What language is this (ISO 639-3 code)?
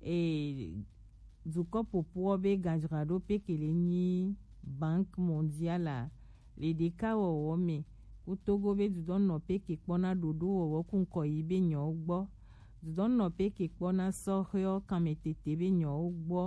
gej